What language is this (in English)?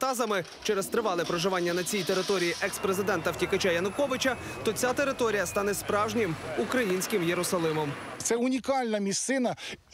Ukrainian